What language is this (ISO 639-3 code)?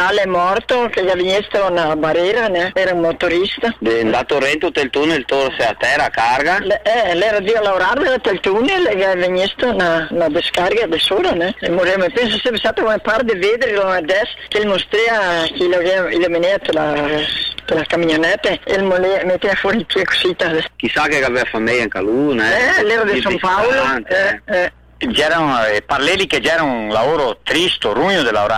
ita